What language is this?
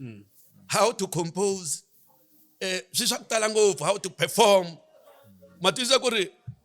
Tsonga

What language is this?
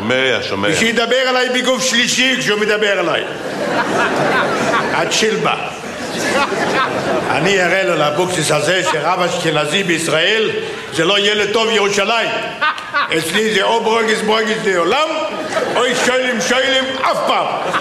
Hebrew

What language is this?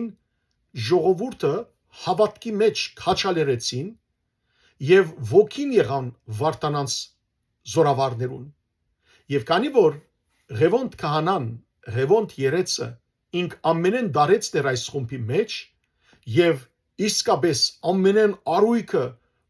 Western Armenian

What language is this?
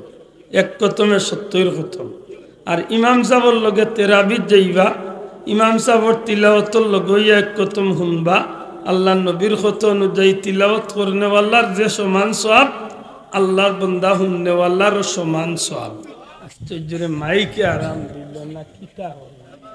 Sylheti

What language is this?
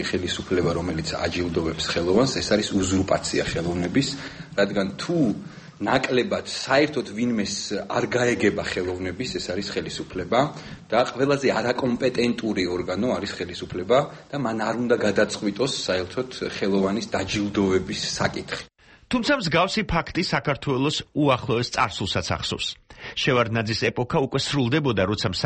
Georgian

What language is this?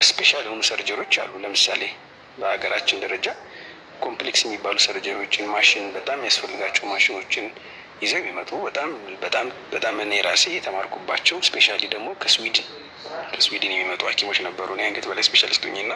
Amharic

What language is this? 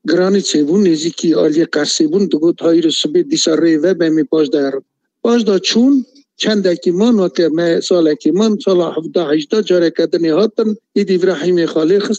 Kurdish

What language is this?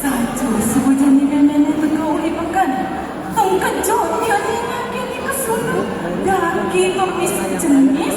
Balinese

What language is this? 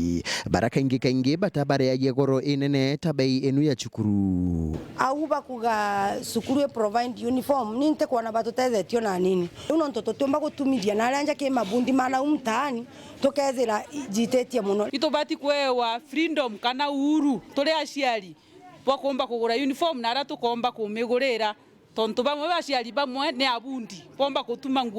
Meru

